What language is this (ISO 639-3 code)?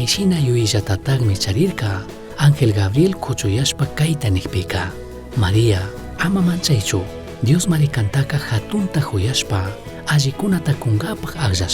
qug